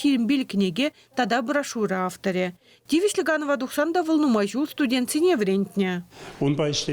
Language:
Chuvash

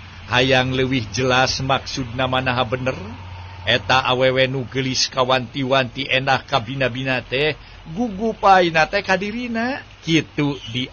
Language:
Sundanese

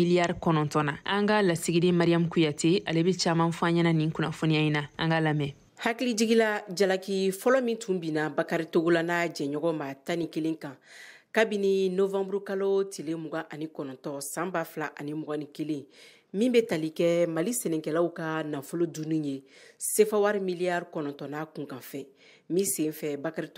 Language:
Bambara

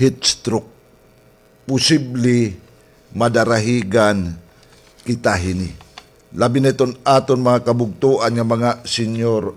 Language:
Waray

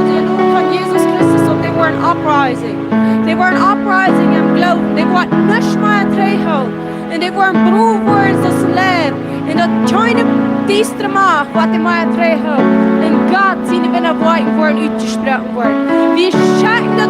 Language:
Plautdietsch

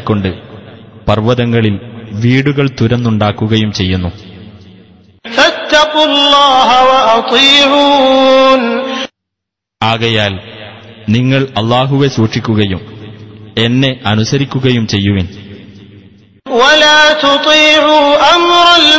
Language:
Malayalam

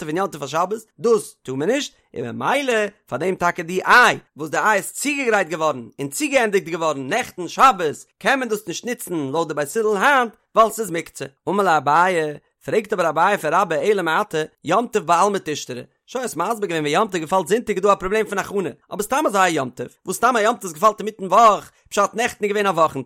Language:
Yiddish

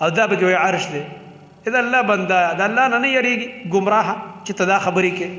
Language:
Pashto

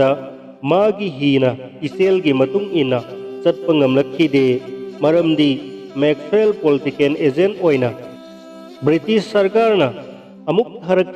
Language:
Manipuri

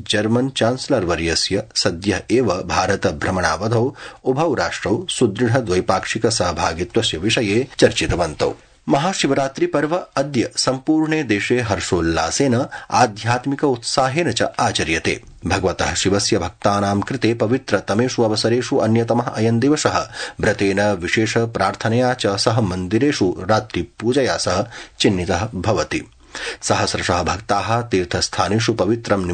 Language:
Sanskrit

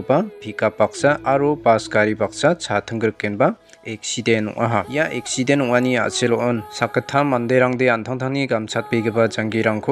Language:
Garo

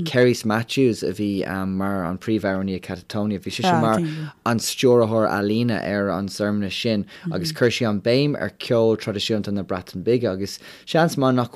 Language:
Irish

